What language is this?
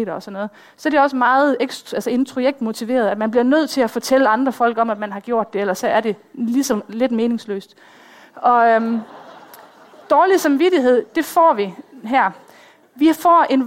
Danish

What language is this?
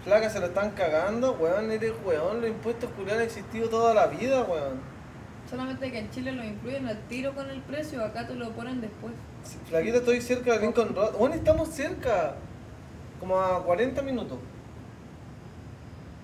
Spanish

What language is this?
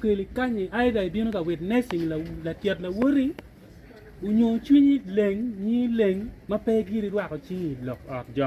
Acoli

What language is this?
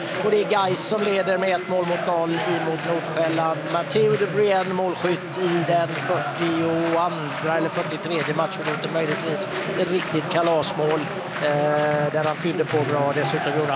Swedish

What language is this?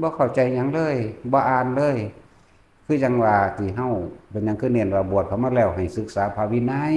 Northeastern Thai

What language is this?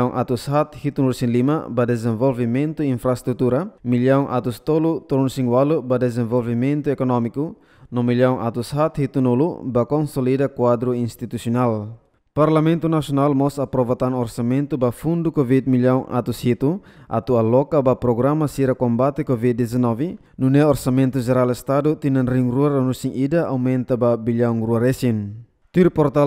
Tetum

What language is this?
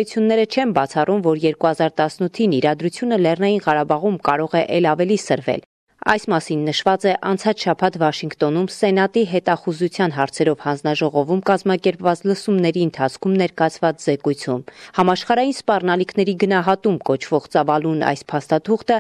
Armenian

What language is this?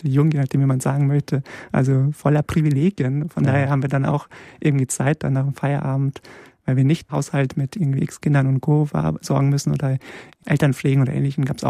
German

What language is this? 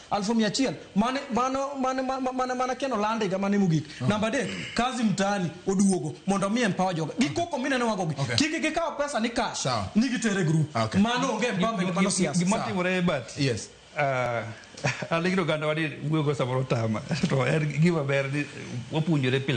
Luo (Kenya and Tanzania)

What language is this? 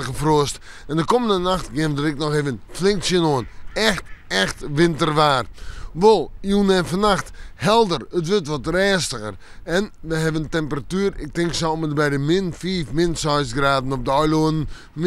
Western Frisian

